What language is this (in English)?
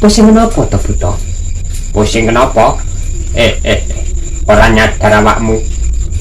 Javanese